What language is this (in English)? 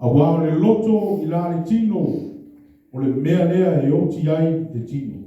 Samoan